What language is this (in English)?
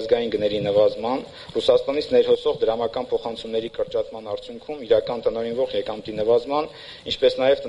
Armenian